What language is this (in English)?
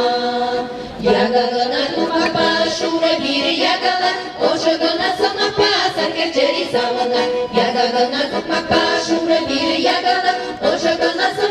Chuvash